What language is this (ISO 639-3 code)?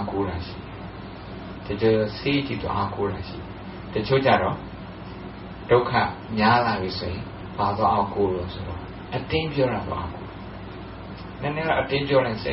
mya